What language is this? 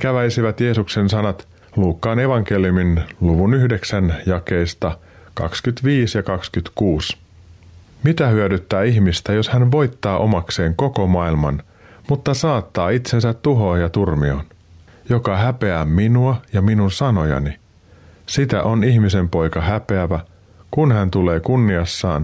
Finnish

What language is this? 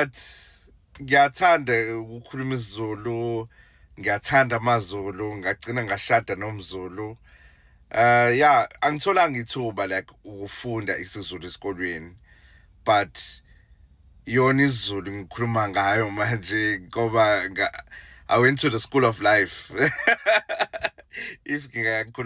Zulu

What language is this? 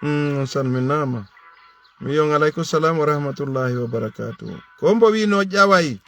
Fula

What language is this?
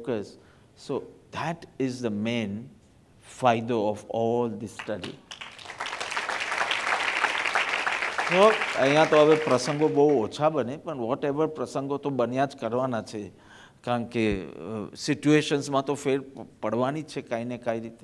Gujarati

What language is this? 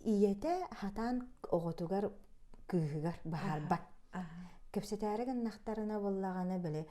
Yakut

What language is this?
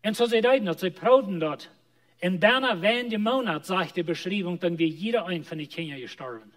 Plautdietsch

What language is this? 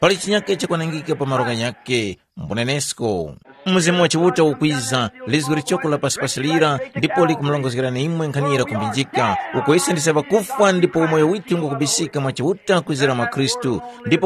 Tumbuka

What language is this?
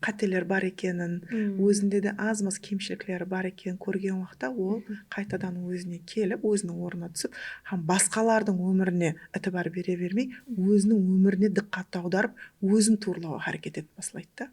Kara-Kalpak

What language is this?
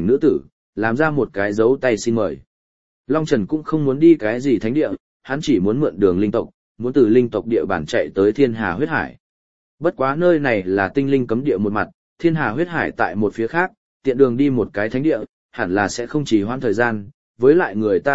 Vietnamese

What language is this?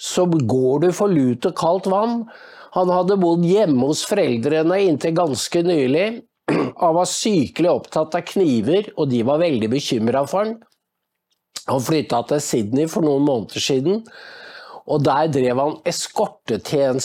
Norwegian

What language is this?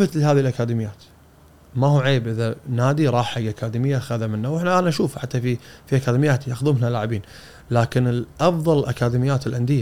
Gulf Arabic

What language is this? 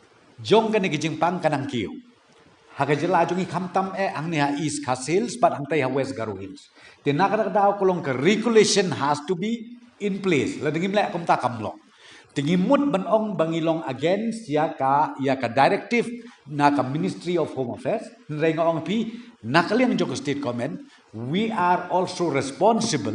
Khasi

